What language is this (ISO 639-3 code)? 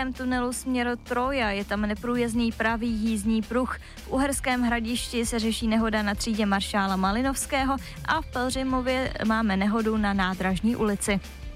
ces